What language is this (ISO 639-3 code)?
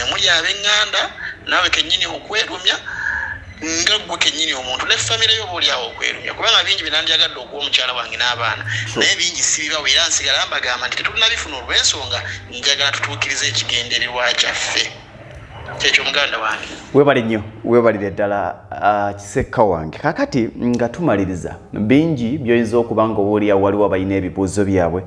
lug